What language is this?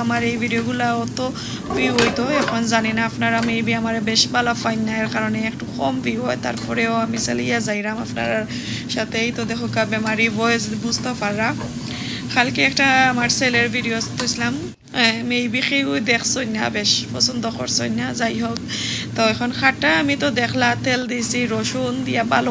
Sylheti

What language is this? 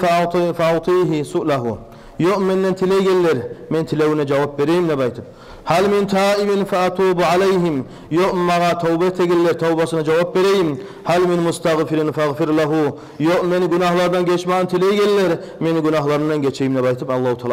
Kumyk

